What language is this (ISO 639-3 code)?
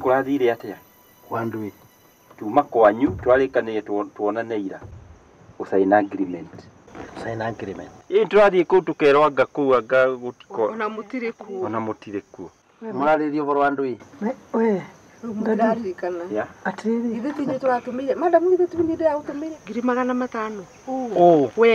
kik